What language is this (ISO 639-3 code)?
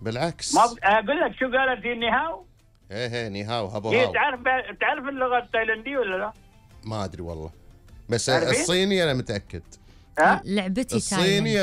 afb